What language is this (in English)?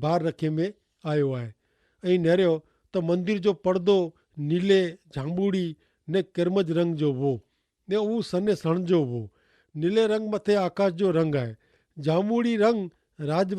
Kachhi